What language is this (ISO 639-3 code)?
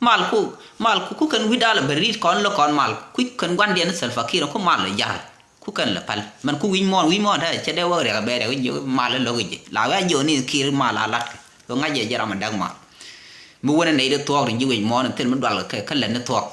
nus